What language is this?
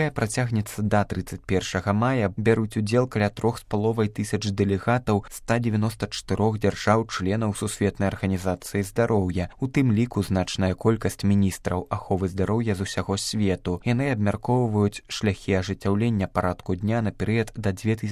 Belarusian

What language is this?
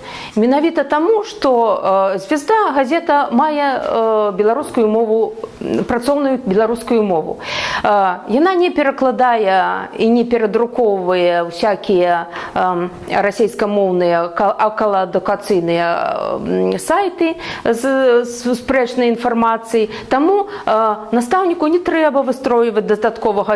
Belarusian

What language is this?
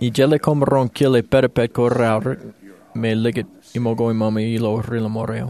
Marshallese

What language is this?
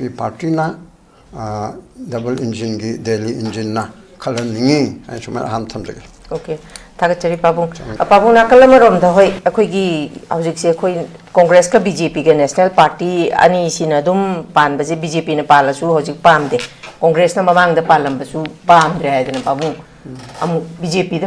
Manipuri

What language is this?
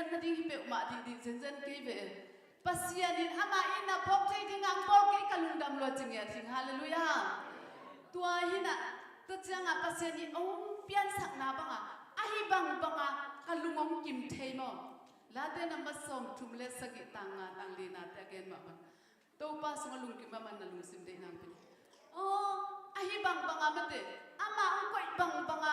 Tedim Chin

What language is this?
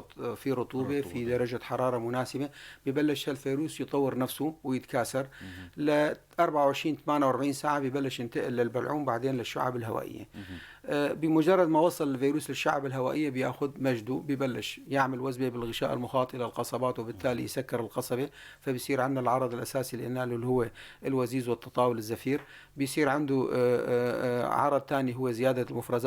North Levantine Arabic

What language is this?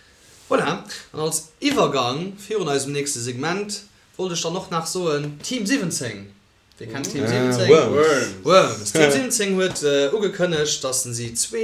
Luxembourgish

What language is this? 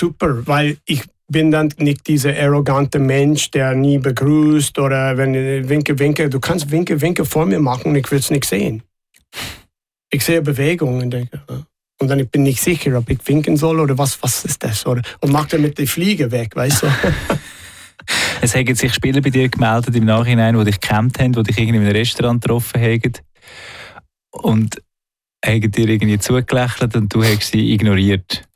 German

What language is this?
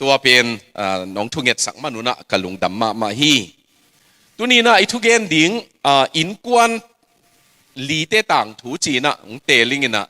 Tedim Chin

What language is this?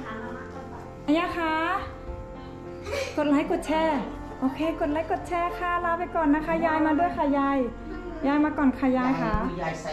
Thai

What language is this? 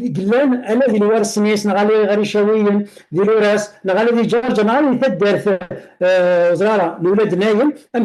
Kabyle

